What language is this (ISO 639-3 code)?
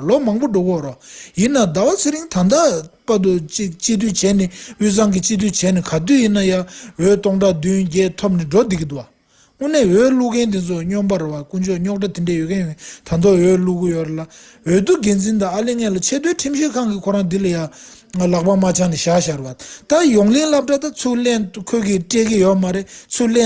bod